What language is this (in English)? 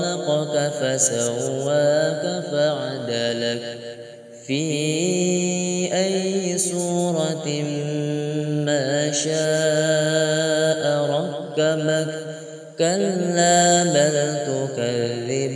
Arabic